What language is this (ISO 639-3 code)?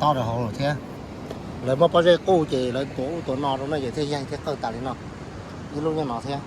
hmn